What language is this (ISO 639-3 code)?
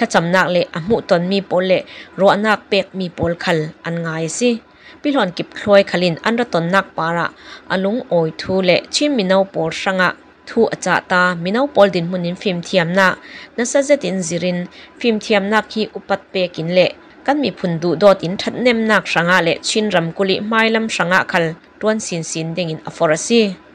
mya